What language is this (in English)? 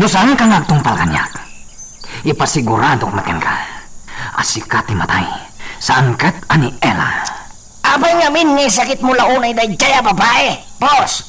Iloko